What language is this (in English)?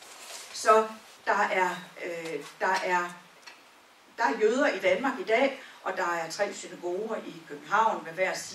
Danish